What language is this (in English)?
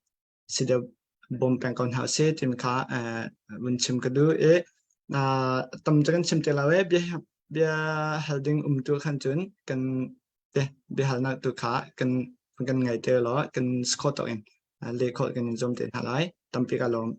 Hakha Chin